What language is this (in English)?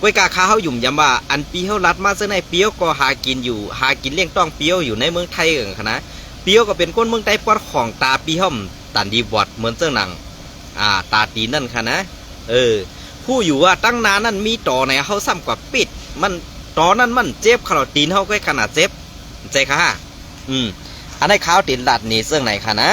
Shan